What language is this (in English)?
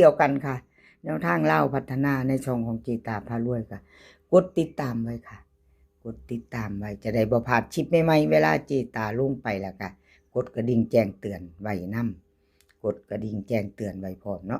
Northeastern Thai